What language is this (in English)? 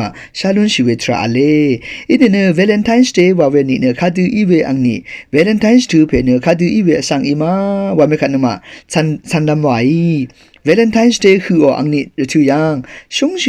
Rawang